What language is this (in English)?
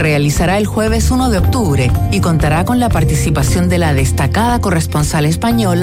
Spanish